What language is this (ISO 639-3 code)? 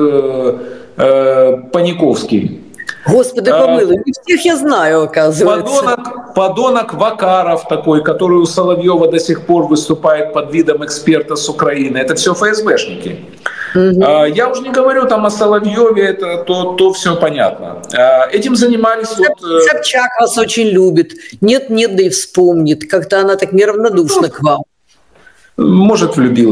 rus